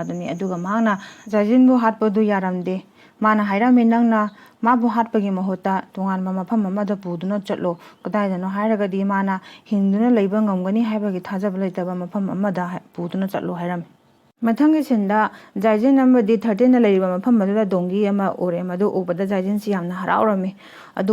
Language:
Manipuri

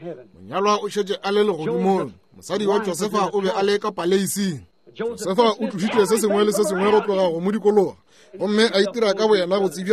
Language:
Northern Sotho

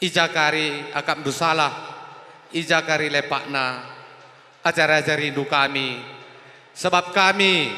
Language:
Batak Karo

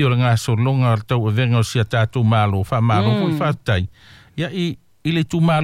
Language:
Samoan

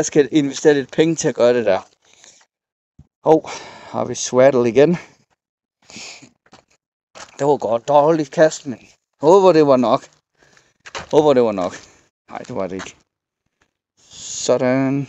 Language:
Danish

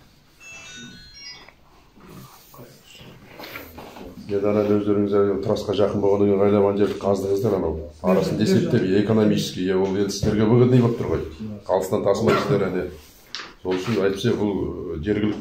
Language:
Kazakh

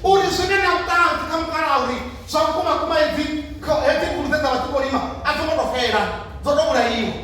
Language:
Venda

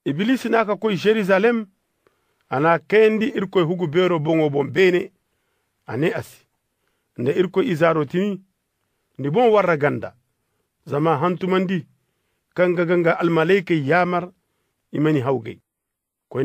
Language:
Zarma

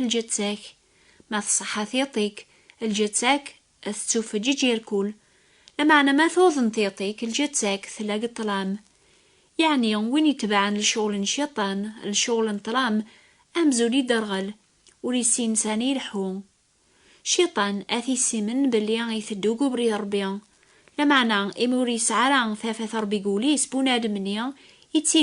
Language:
Kabyle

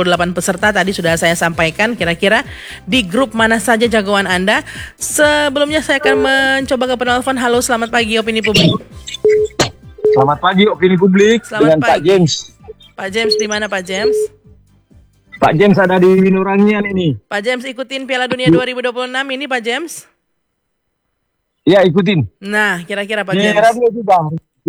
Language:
Indonesian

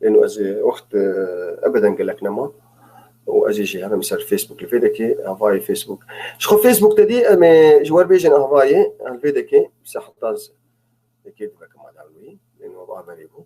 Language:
North Levantine Arabic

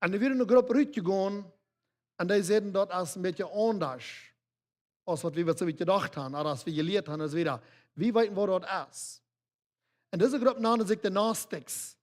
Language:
Plautdietsch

